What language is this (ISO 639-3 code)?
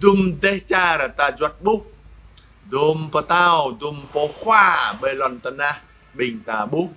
jra